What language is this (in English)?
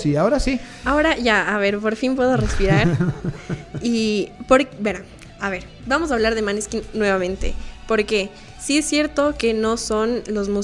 Spanish